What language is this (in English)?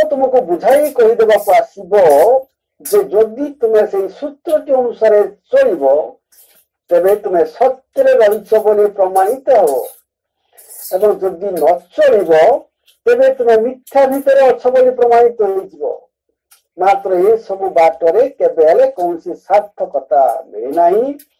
Odia